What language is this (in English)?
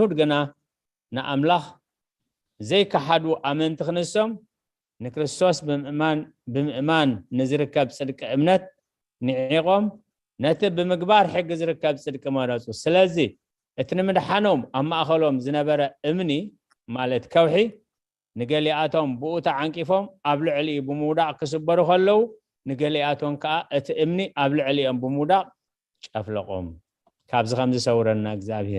Tigrinya